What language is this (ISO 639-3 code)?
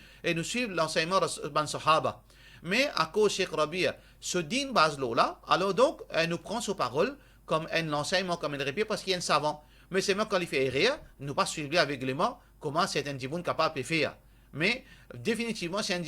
mfe